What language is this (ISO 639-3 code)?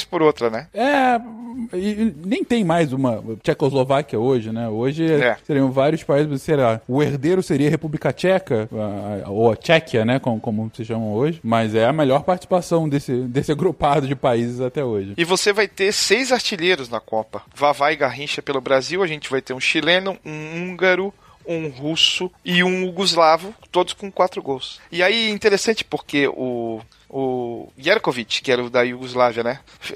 por